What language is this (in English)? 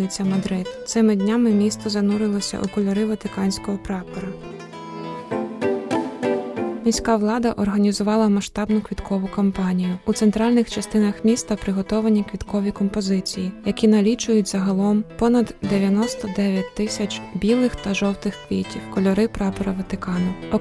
Ukrainian